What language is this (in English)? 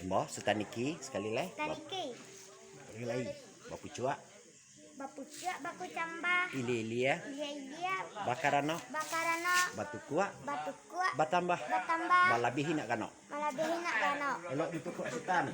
Minangkabau